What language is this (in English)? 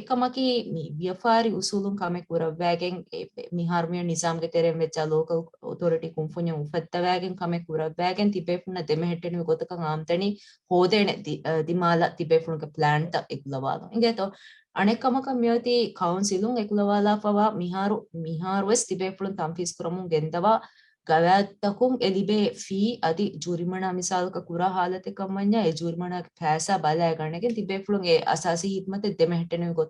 Divehi